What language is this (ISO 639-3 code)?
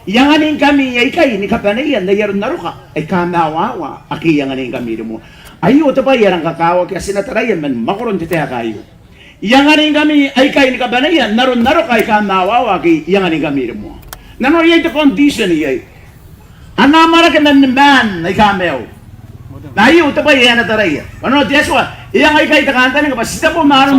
gil